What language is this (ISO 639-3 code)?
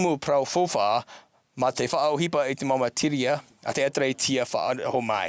tah